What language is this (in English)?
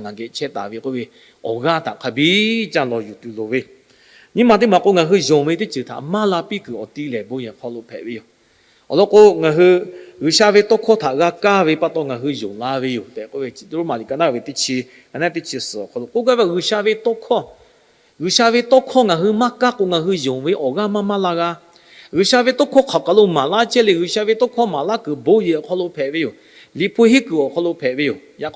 Lahu